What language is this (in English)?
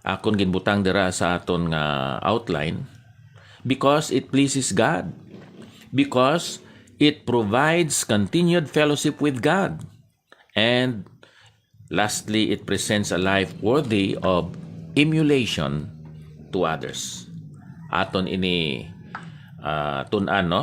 Hiligaynon